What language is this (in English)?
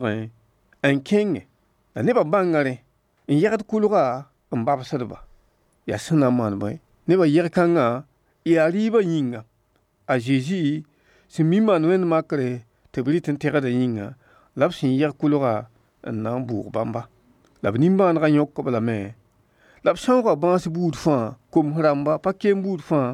Mossi